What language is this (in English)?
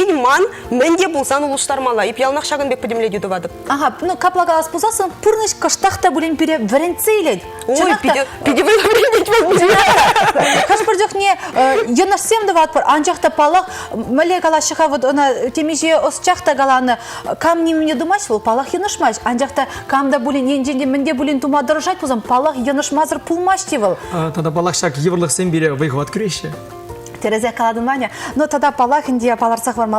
Chuvash